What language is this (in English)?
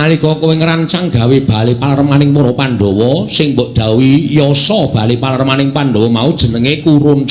Javanese